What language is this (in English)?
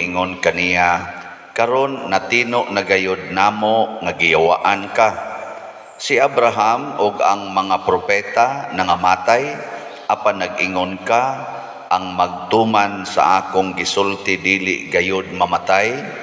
Cebuano